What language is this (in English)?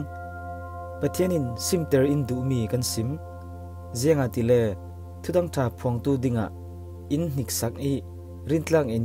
Falam Chin